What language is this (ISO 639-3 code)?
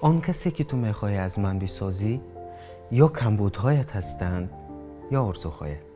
tgk